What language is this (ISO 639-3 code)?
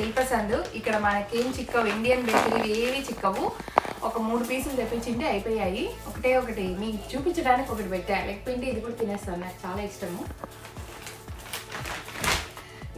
tel